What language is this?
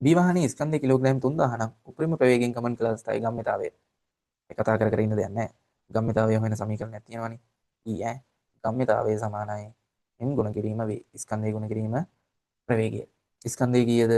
Sinhala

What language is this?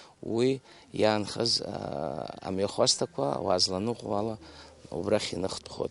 Abkhazian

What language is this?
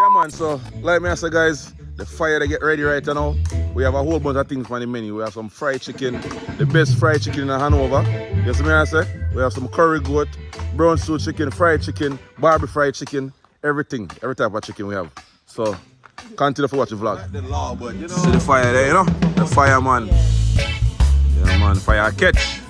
Jamaican Creole English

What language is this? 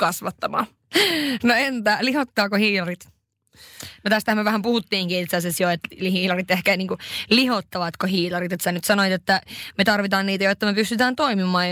Finnish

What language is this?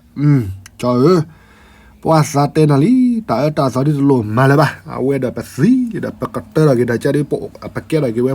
S'gaw Karen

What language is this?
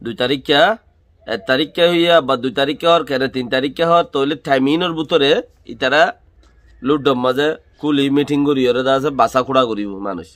Rohingya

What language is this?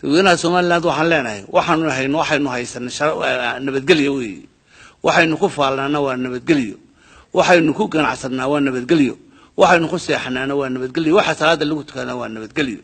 Somali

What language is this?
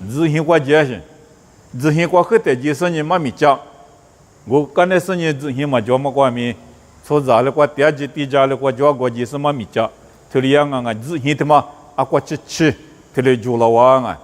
Lisu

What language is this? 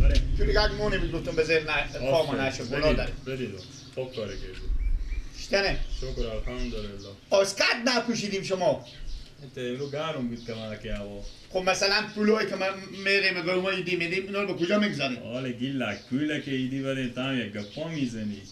Persian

